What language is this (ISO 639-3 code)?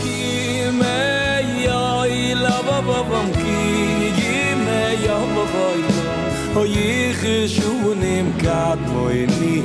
yid